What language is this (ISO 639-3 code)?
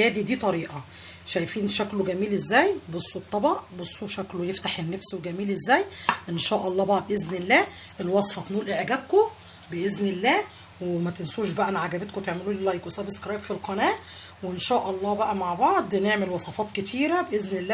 arz